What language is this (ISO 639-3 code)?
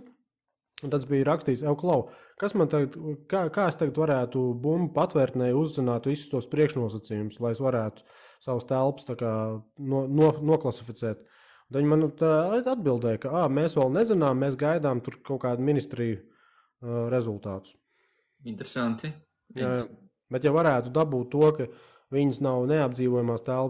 lav